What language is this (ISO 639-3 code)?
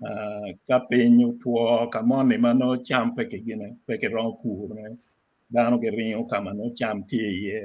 ach